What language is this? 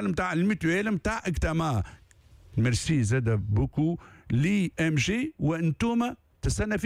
Tunisian Arabic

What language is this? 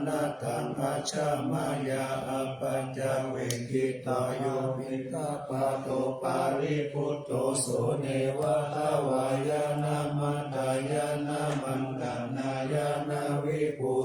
Pali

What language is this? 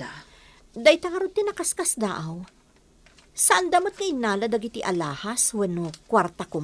Iloko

